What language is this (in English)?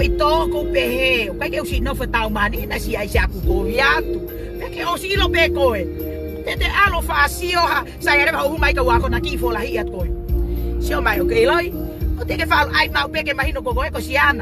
Tongan